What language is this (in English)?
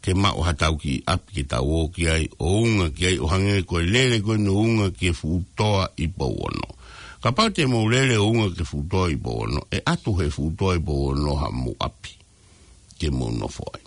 Tongan